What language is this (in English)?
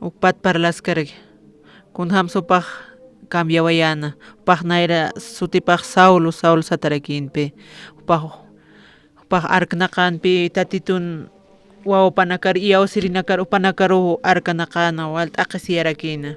Aymara